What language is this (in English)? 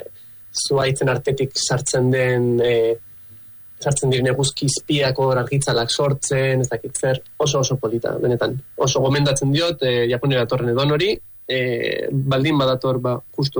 Basque